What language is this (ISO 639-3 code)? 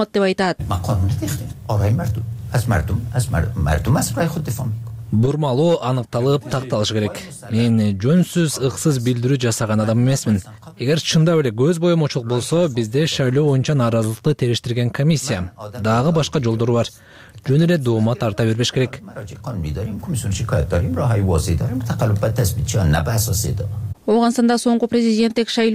kir